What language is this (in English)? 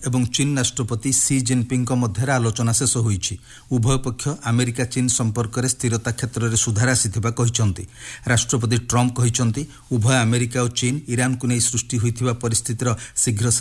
Odia